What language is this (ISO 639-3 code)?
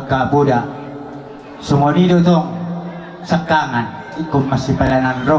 bbc